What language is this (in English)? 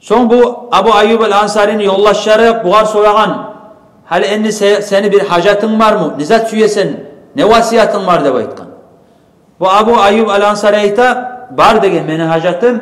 Kumyk